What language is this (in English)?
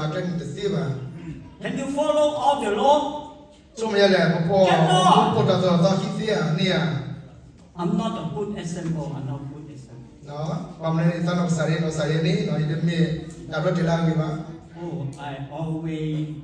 S'gaw Karen